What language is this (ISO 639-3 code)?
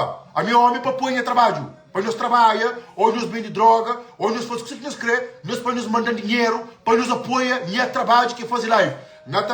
kea